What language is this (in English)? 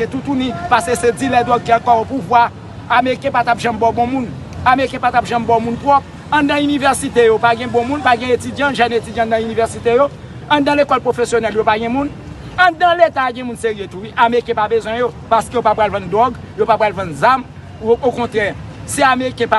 Haitian Creole